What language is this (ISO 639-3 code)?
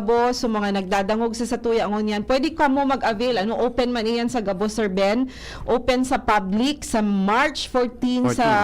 bik